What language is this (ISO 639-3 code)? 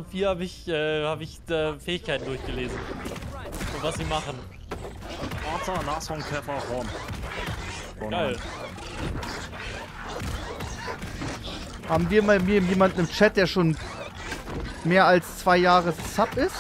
deu